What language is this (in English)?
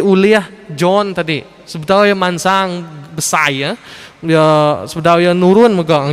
Iban